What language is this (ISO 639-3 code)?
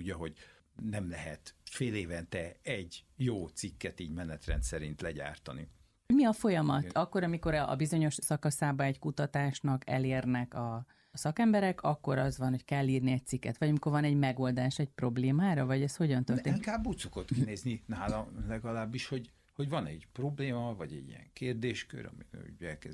hun